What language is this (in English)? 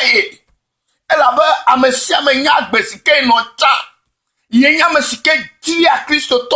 Ewe